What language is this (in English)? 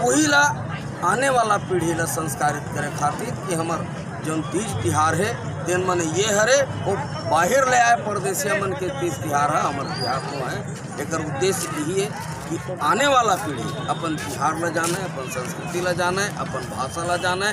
Chhattisgarhi